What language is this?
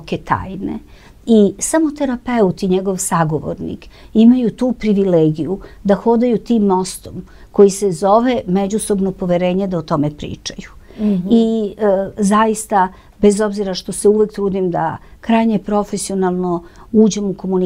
Serbian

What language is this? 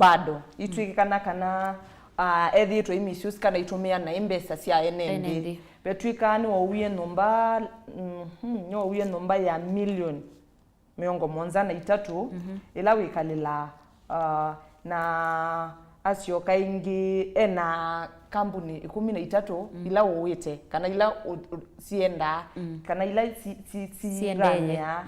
Kamba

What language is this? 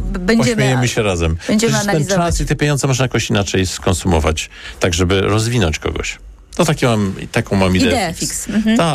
Polish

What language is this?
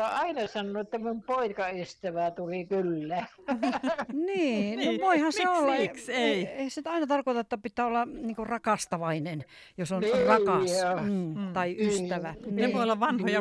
Finnish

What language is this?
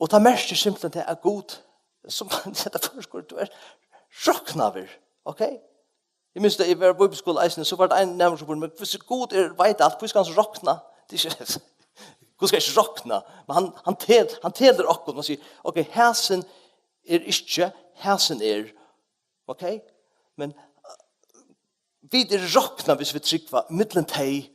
Faroese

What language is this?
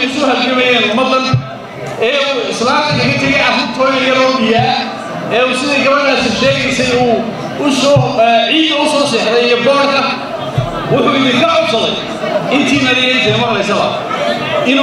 Somali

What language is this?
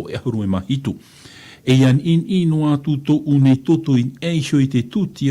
Tahitian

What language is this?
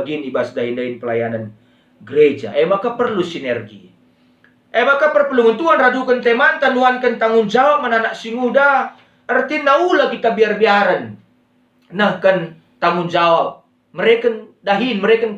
Batak Karo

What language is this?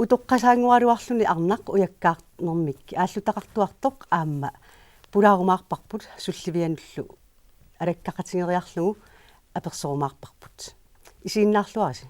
Kalaallisut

